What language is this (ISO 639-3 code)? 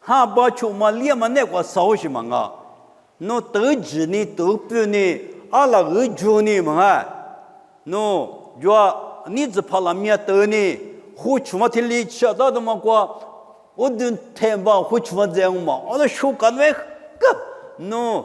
lis